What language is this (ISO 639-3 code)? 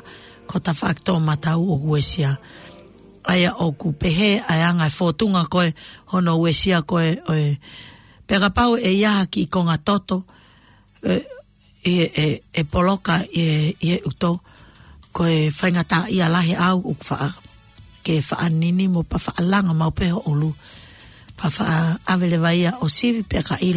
ton